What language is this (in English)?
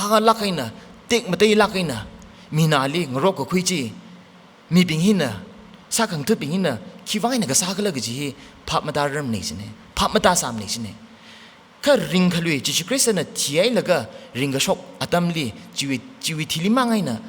Tangkhul Naga (India)